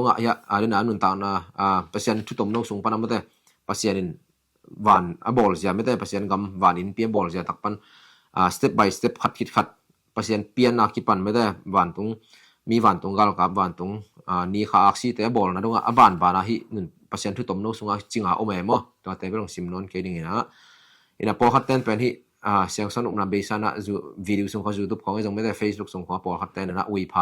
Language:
Tedim Chin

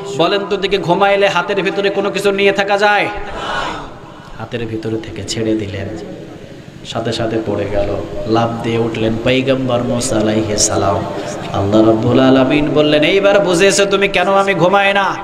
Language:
Bangla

